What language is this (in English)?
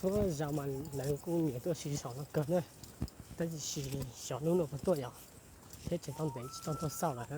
Hmong